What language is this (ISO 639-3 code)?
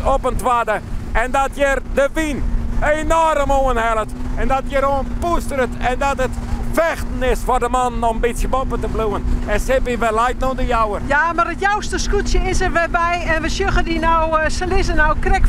fry